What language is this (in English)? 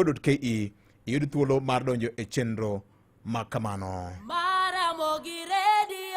Luo (Kenya and Tanzania)